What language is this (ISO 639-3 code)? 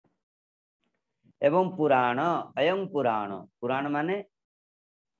ori